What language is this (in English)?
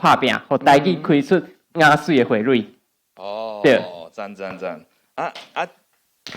Min Nan Chinese